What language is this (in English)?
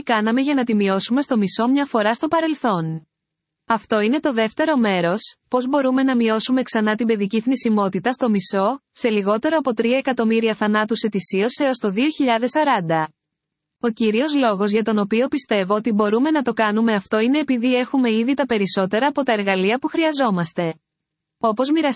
Greek